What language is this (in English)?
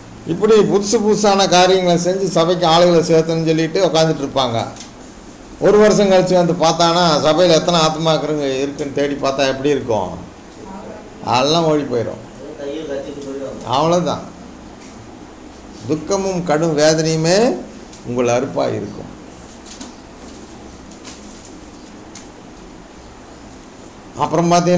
Tamil